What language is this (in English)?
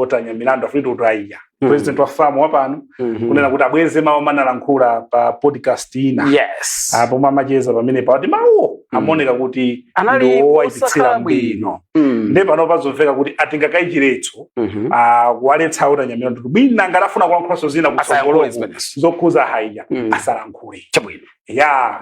Nyanja